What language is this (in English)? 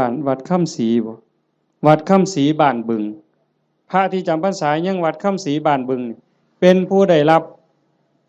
Northeastern Thai